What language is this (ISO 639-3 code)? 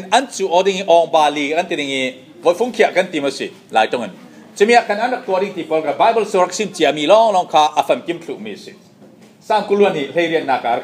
cfm